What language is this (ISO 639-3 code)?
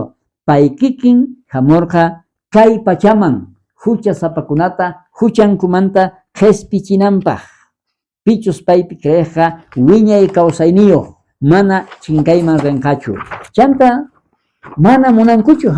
quh